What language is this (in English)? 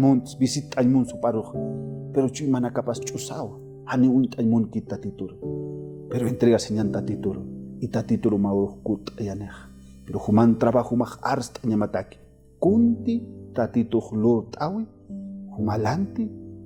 Aymara